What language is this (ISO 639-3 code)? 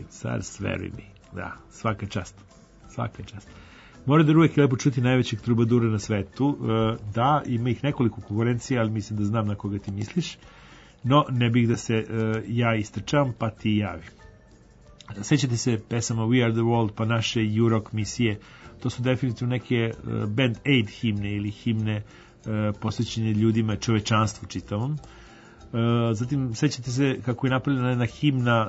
srp